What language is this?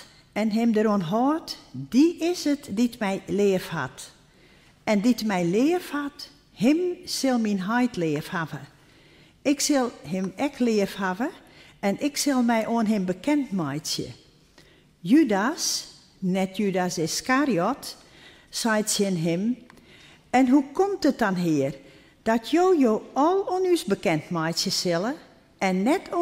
Western Frisian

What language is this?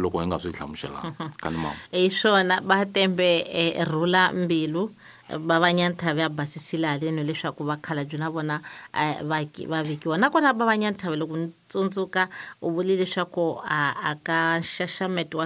Tsonga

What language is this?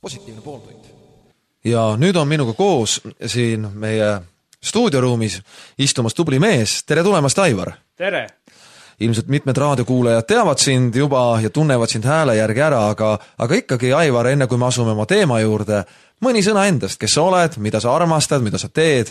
Estonian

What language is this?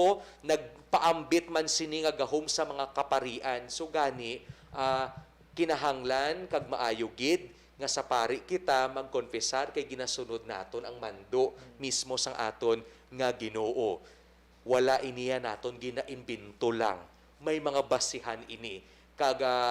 Hiligaynon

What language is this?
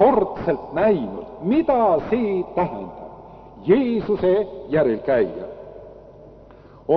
Estonian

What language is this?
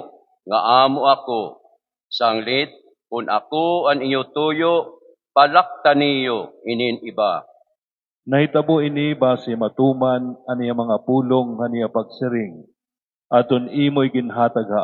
Waray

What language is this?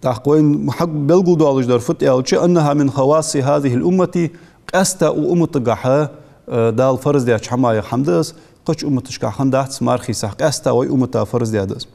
Ingush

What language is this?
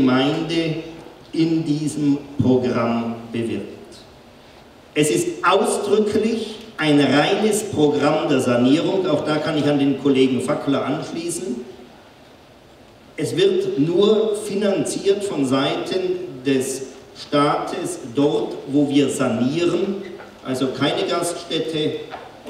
German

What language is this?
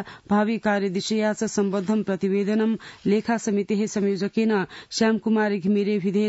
Sanskrit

